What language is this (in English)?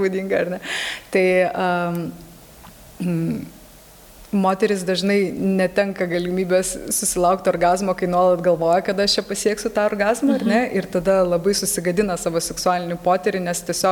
Lithuanian